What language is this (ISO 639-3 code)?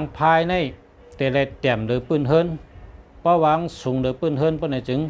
shn